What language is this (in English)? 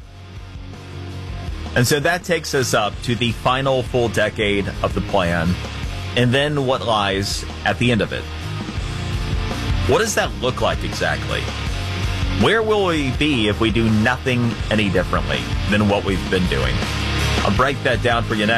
English